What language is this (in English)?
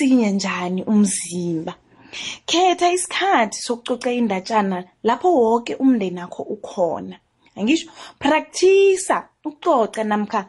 South Ndebele